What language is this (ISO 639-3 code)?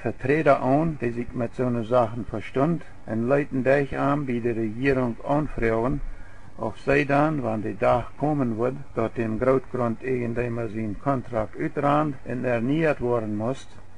pdt